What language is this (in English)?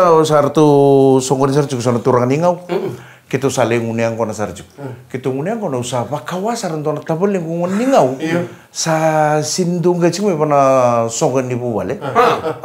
Fijian